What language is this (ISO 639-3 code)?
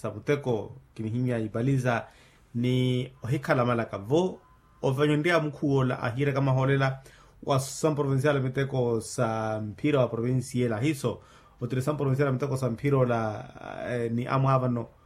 vmw